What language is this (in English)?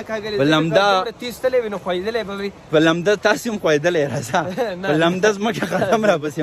Pashto